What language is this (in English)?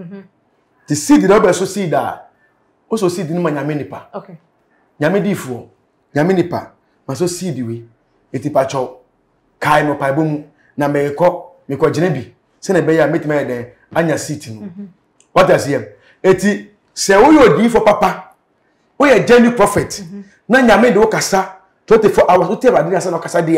Akan